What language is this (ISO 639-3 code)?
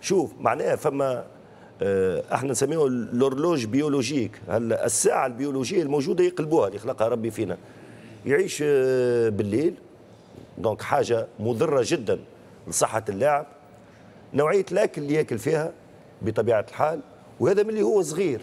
aeb